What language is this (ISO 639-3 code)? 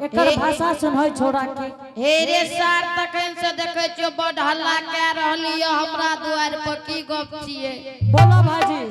anp